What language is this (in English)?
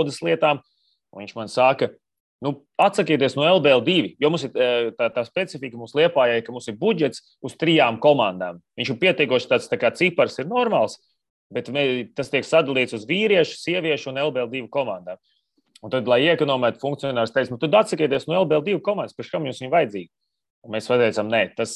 Latvian